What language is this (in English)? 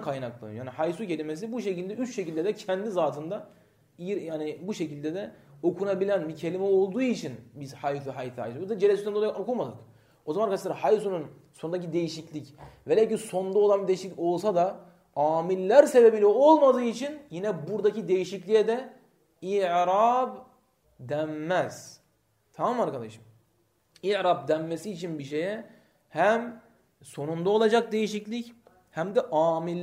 Turkish